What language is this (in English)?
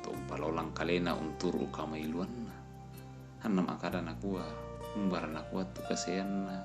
Toraja-Sa'dan